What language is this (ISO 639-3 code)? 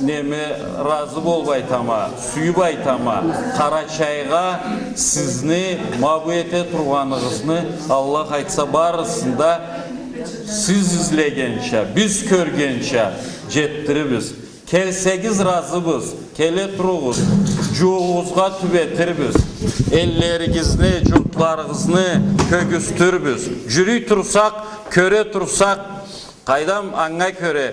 krc